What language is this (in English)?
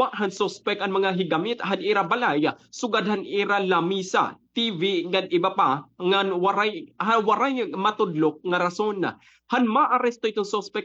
Waray